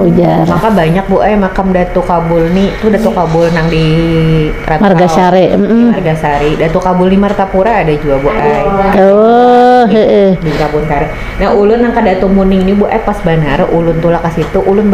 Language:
Banjar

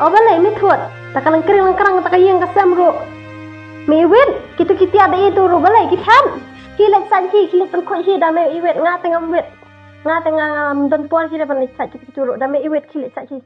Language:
Khasi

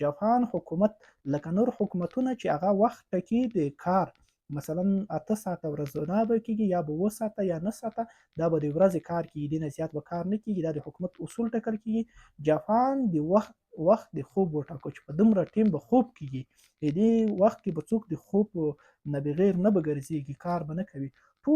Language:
Pashto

